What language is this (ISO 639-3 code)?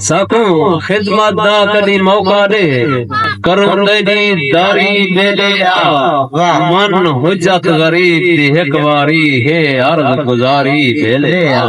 skr